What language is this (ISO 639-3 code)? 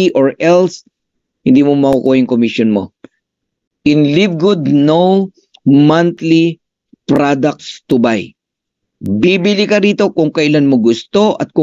fil